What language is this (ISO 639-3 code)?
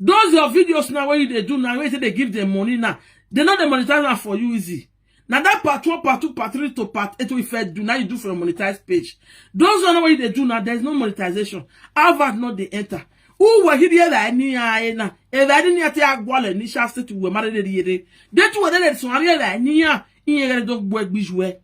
pcm